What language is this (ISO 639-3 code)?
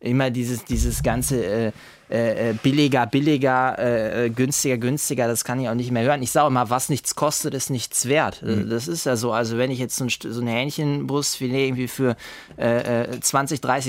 deu